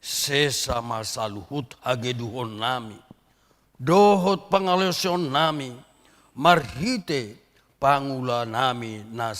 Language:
Batak Toba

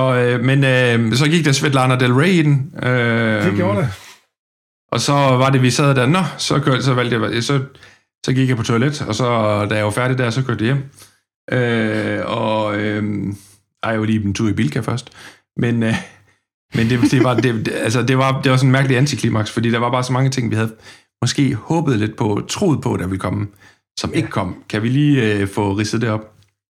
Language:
Danish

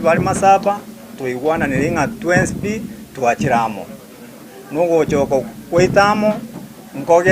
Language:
Gusii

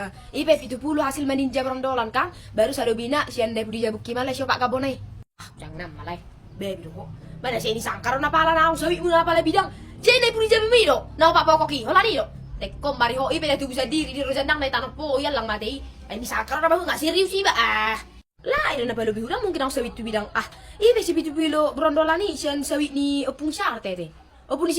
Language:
Batak Toba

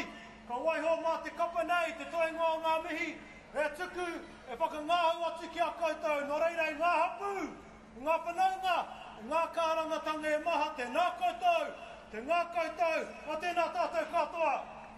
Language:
Māori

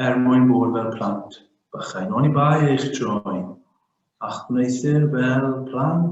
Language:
Welsh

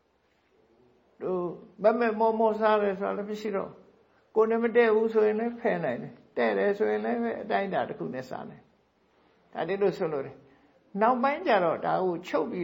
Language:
Burmese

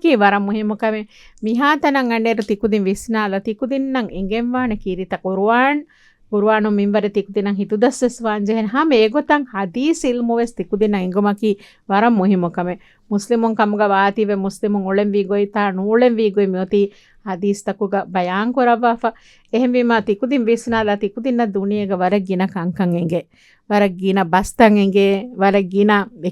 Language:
Divehi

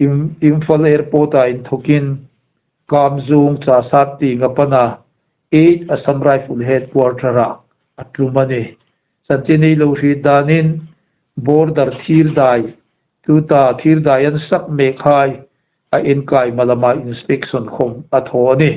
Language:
Hmar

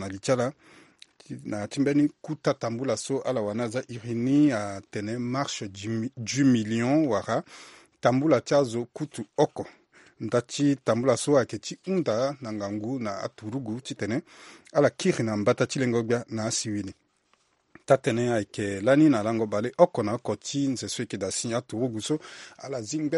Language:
Sango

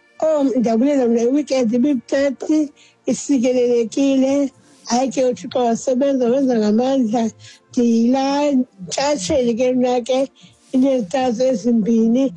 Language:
Xhosa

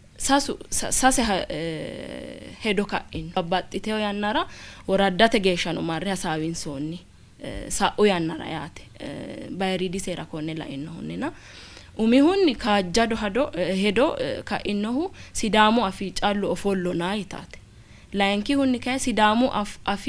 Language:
Sidamo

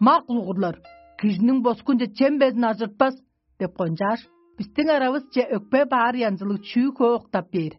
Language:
Tuvinian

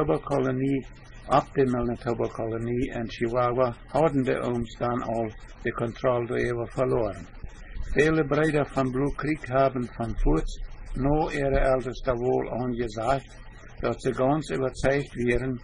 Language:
Plautdietsch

